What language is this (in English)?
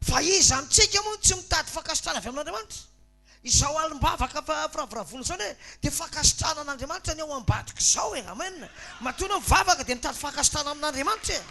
Malagasy